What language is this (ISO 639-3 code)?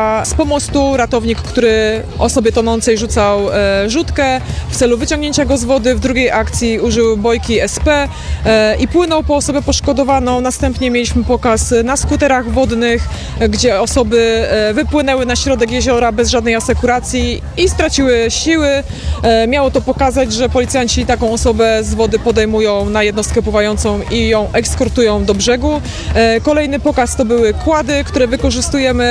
pol